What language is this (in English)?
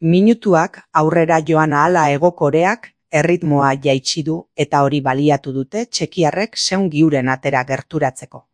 Basque